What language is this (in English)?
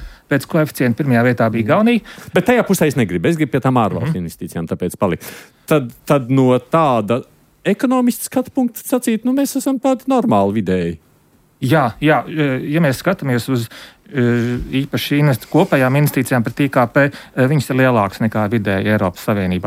Latvian